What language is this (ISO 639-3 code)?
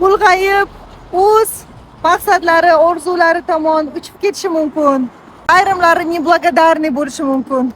uzb